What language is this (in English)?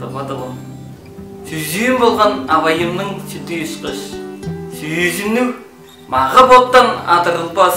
Tuvinian